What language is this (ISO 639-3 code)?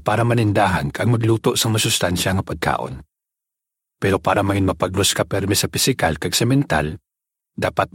hil